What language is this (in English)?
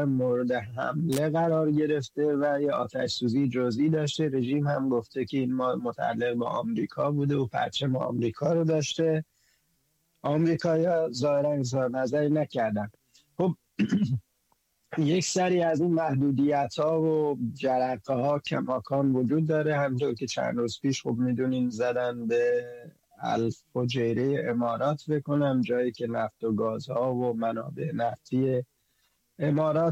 Persian